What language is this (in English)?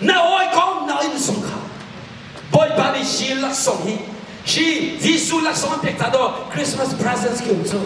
Hakha Chin